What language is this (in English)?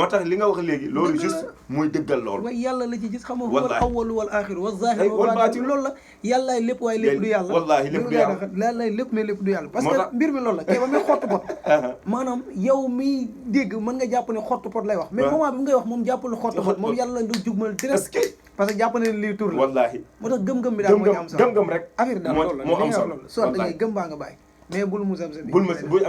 Wolof